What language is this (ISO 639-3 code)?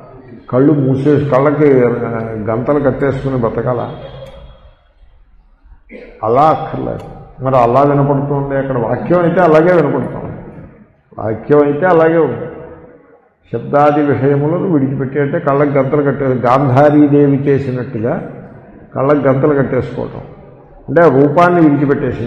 tel